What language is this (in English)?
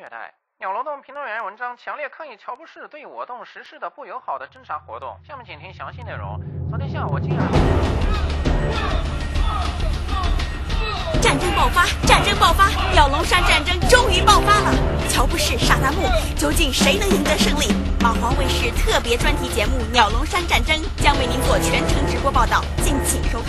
Chinese